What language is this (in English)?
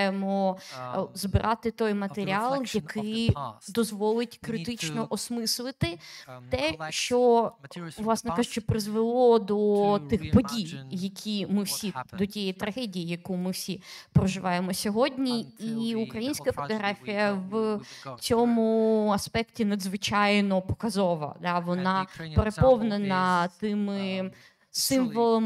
Ukrainian